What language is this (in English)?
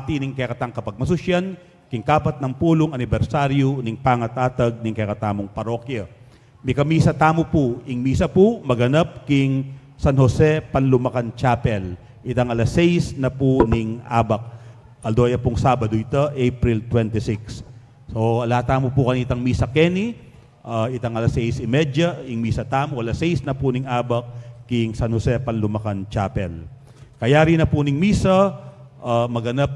Pampanga